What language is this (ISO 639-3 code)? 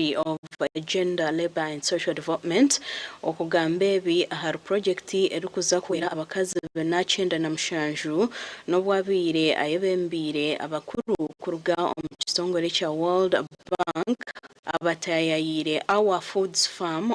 nyn